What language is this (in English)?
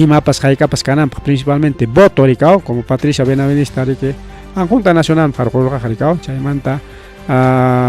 Ayacucho Quechua